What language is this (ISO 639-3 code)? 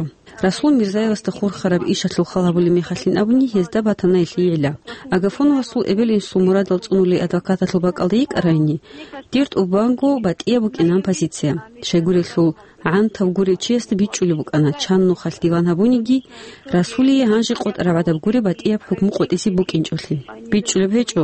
ava